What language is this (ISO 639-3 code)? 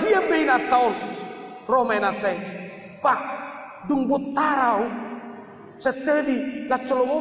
bbc